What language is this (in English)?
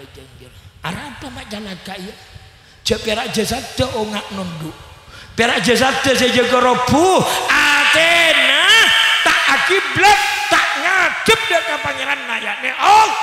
Madurese